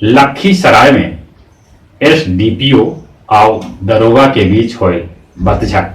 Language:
Magahi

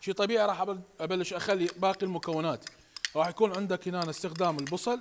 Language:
Mesopotamian Arabic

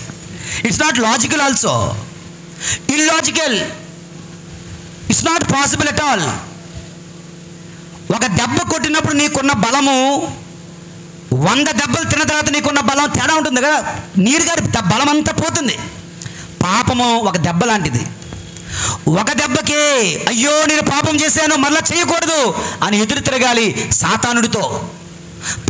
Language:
Telugu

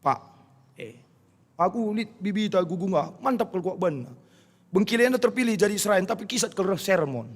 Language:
Batak Karo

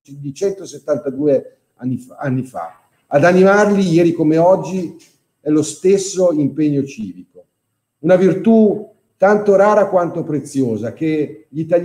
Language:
Italian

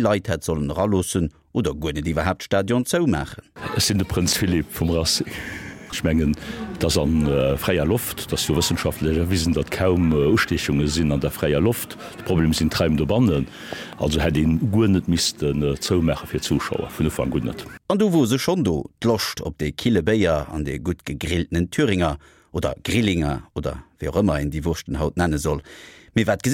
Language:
Luxembourgish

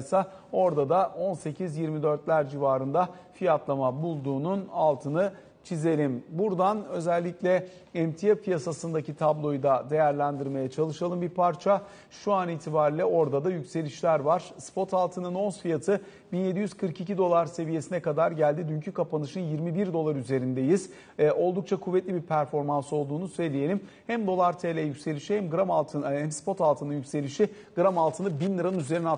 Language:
Turkish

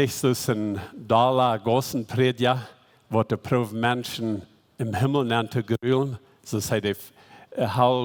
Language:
Plautdietsch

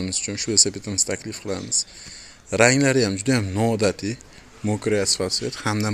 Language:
Uzbek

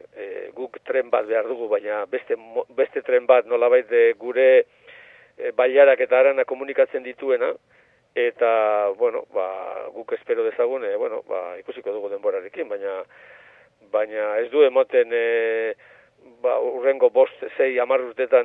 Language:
Basque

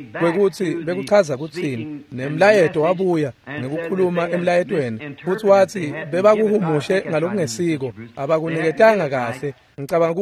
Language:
Swati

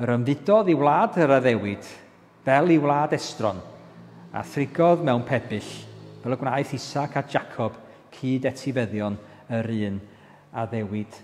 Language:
Welsh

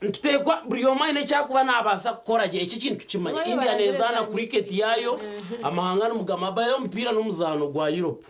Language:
Nyankole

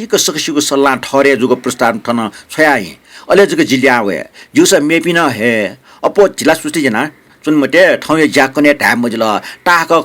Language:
Newari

